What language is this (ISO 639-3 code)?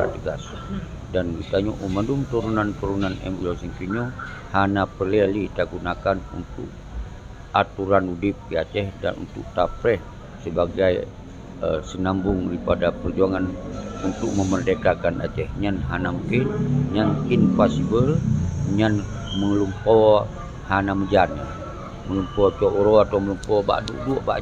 ace